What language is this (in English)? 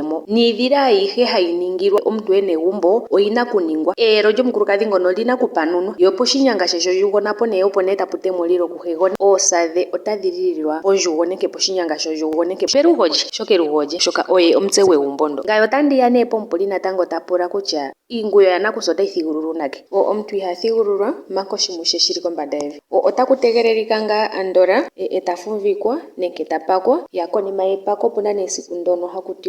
Ndonga